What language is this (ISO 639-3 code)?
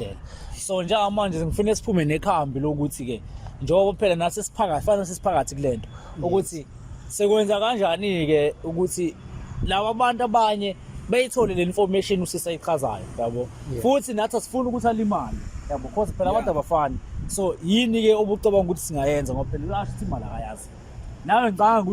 zul